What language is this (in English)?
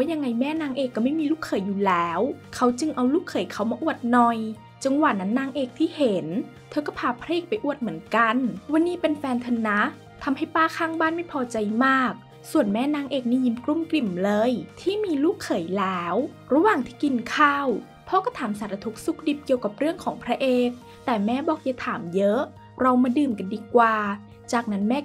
Thai